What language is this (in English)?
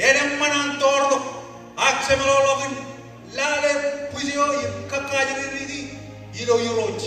Marshallese